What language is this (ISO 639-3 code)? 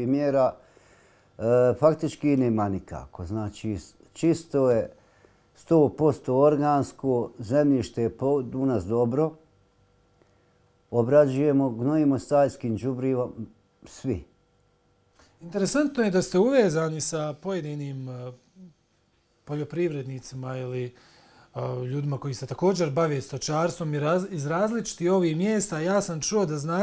bos